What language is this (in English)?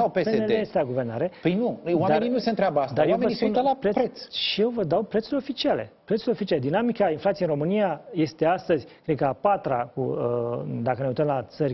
Romanian